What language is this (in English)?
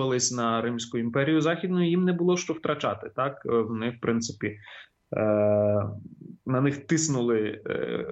Ukrainian